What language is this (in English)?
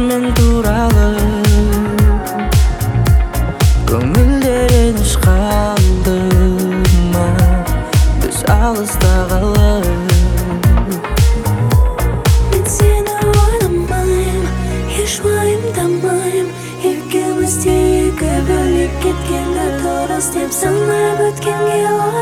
Kazakh